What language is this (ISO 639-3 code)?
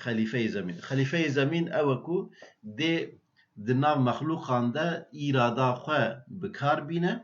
kur